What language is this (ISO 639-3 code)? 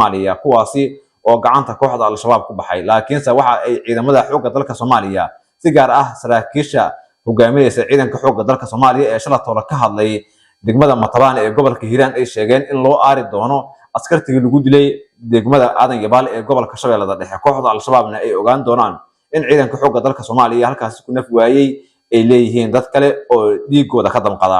som